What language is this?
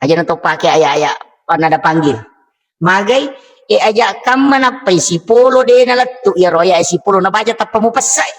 Buginese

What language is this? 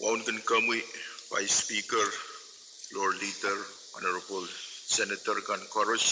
Pohnpeian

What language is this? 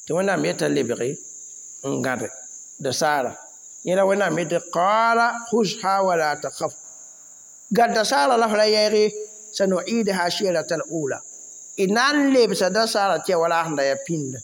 Mossi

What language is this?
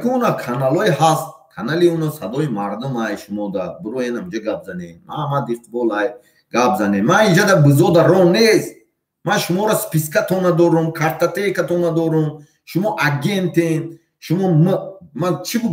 Tajik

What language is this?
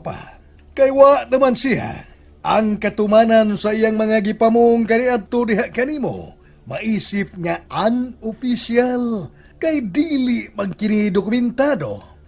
Cebuano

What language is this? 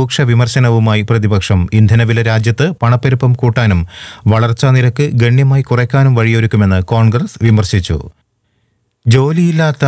Malayalam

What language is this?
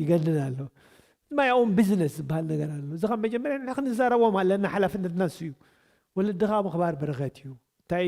Tigrinya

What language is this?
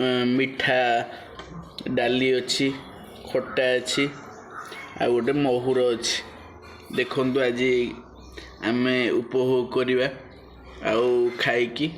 Odia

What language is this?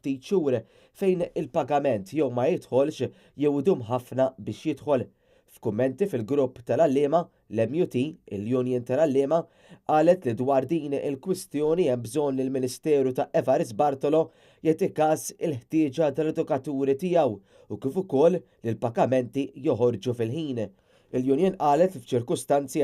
Maltese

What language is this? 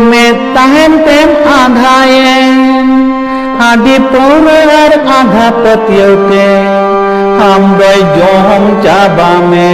Santali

